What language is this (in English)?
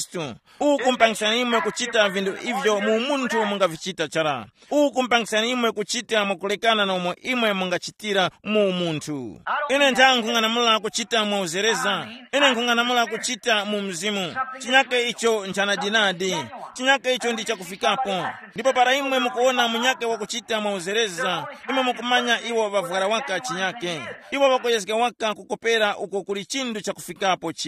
Tumbuka